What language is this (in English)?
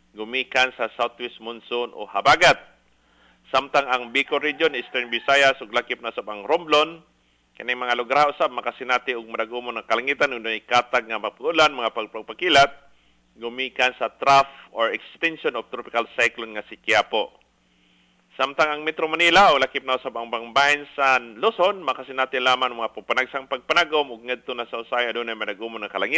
Cebuano